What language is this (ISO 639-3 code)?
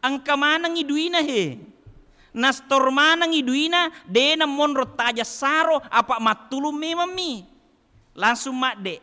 bug